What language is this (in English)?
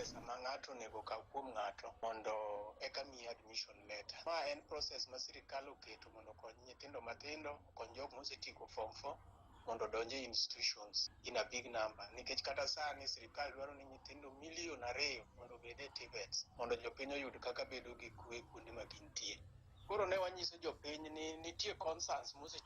Luo (Kenya and Tanzania)